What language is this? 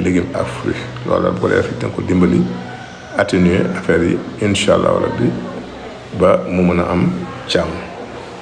Wolof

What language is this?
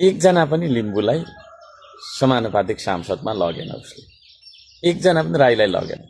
Nepali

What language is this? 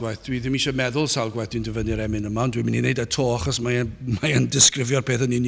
Welsh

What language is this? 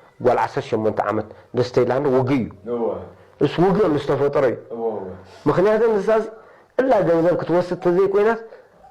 Tigrinya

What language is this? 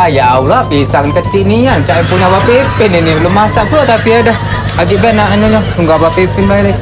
Musi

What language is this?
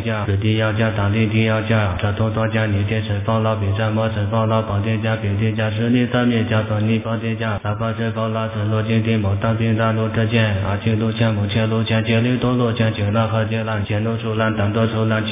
Chinese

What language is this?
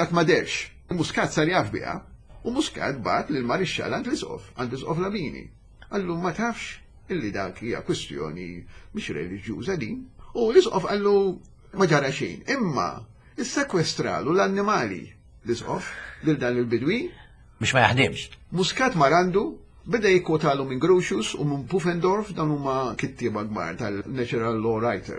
Maltese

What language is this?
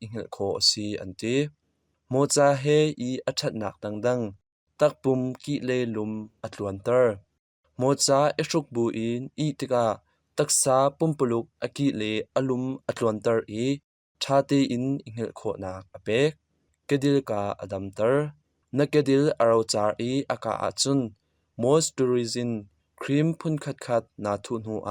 Hakha Chin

